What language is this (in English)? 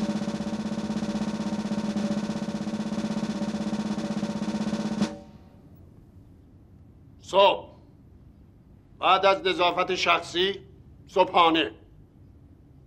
Persian